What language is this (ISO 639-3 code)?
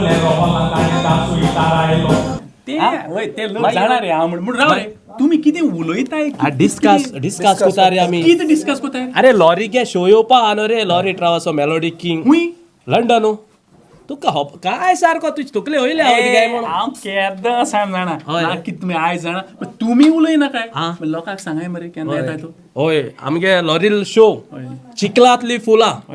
kok